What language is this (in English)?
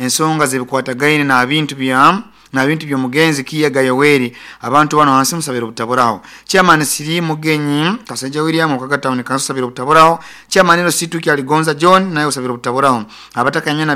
Nyoro